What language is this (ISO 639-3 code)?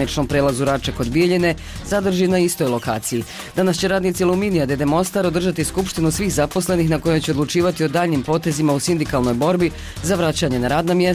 bos